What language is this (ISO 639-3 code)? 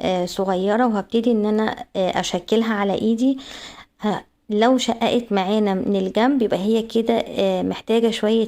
arz